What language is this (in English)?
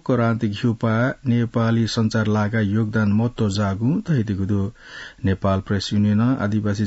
Newari